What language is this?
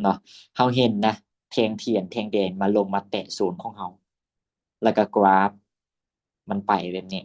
Lao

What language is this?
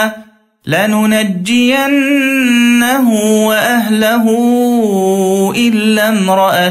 Arabic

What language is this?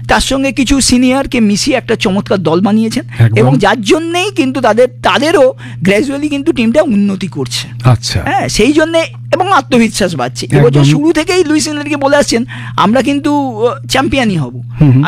Bangla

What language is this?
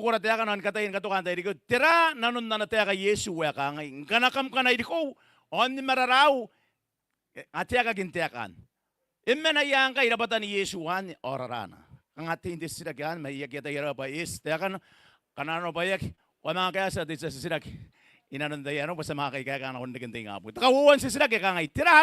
Gilbertese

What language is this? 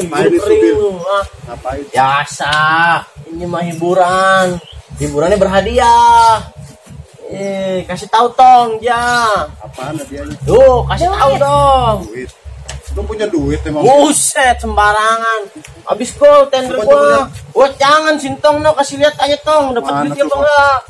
Betawi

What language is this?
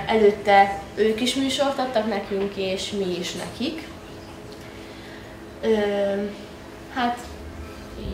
Hungarian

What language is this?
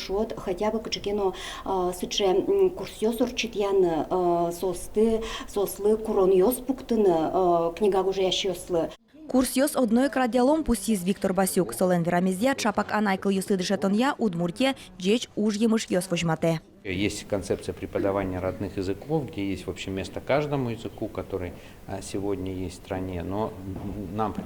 Udmurt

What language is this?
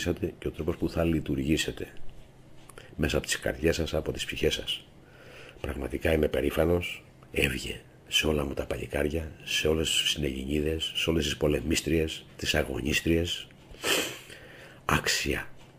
Greek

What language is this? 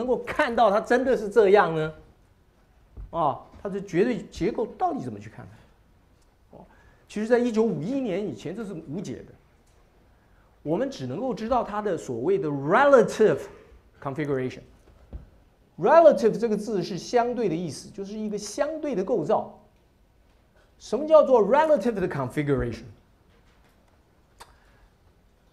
Chinese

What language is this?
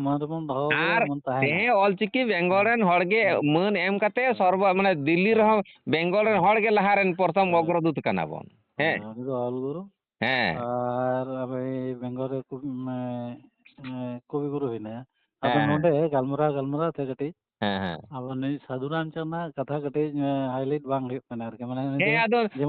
Santali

